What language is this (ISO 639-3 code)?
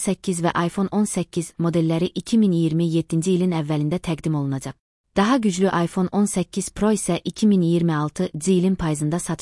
aze